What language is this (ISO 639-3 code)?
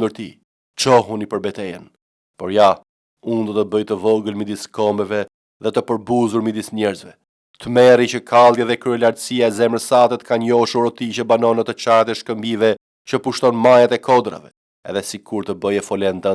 sqi